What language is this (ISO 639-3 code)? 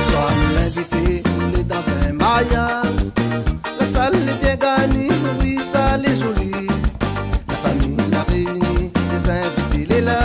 rcf